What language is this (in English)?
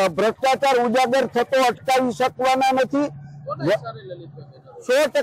Gujarati